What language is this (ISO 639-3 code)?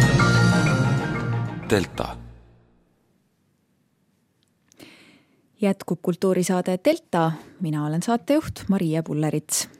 est